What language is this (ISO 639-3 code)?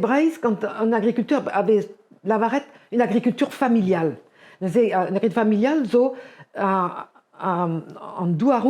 bre